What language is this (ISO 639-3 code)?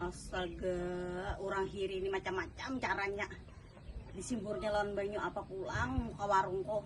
bjn